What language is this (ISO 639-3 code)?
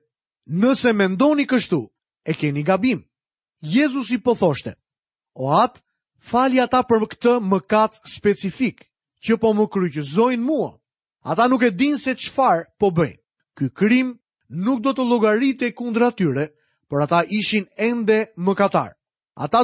sqi